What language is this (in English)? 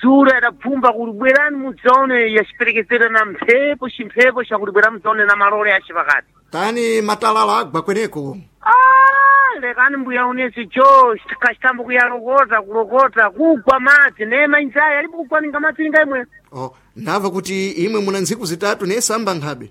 Sena